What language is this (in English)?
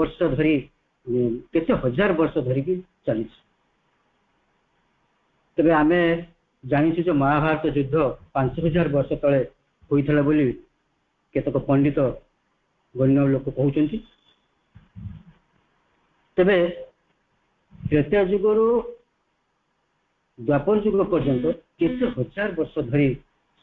Odia